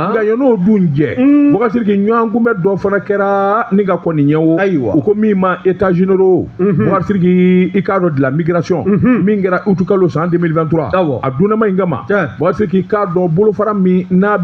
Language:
Bambara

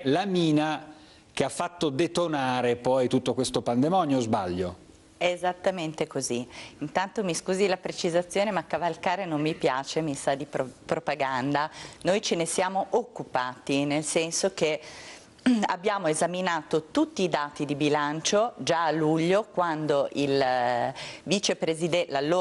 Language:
Italian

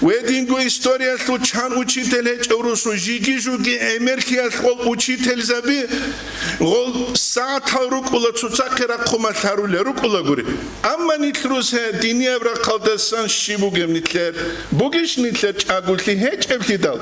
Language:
Avaric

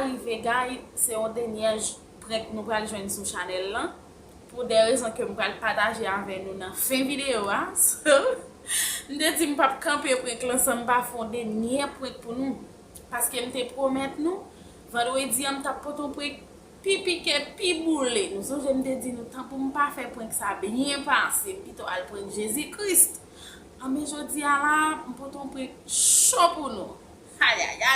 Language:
Haitian Creole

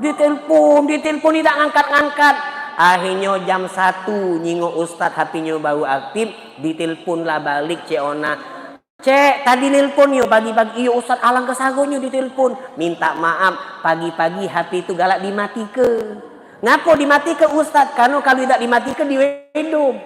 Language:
Musi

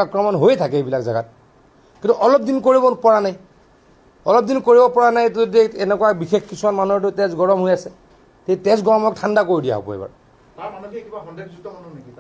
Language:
Assamese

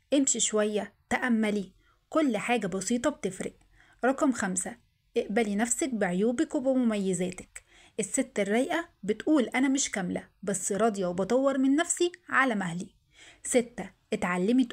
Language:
Egyptian Arabic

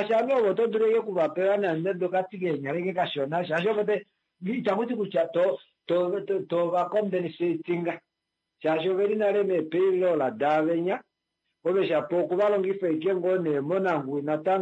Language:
Kuanyama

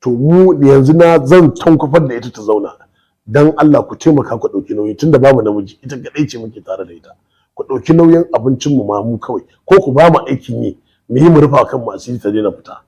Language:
Hausa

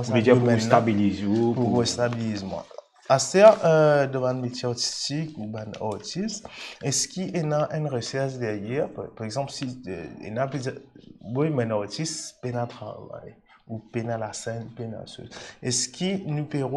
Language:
Morisyen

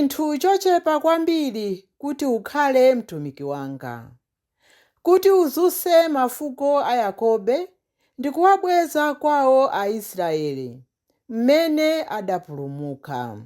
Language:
Nyanja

